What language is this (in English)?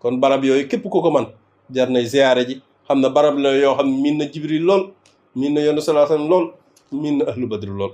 Wolof